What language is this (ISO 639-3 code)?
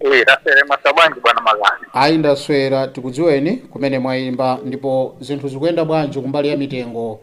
nya